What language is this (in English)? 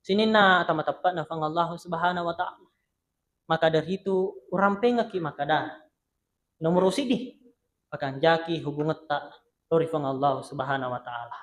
Buginese